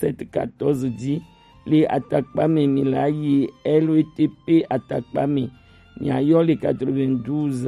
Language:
Gen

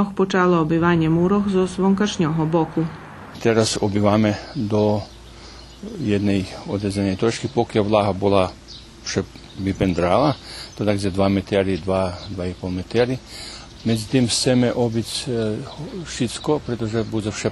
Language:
Rusyn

